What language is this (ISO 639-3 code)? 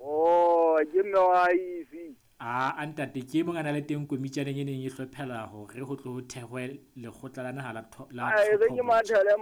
sot